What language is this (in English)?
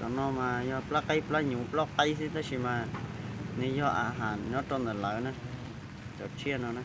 Hmong